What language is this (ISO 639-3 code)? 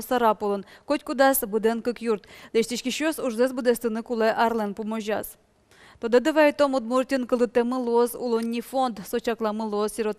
udm